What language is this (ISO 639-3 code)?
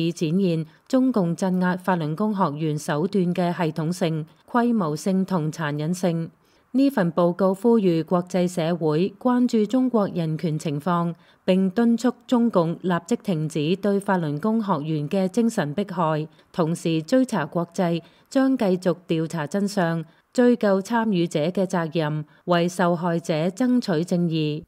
yue